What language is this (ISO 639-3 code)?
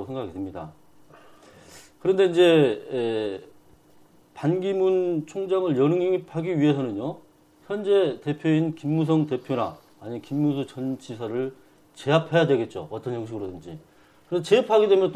kor